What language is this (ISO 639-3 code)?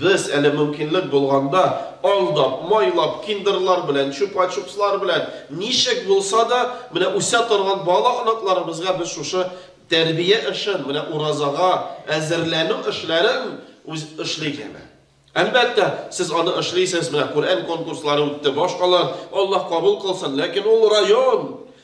tat